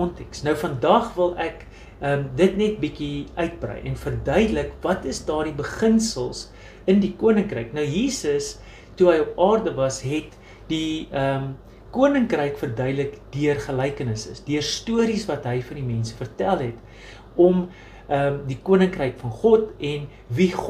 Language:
Afrikaans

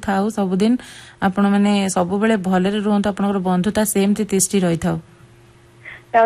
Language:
Odia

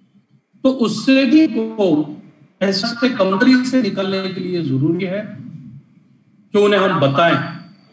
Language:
Hindi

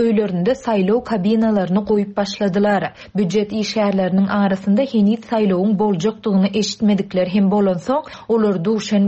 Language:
Turkmen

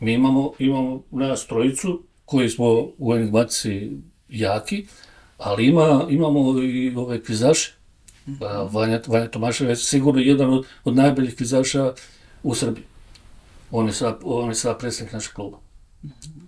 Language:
Bosnian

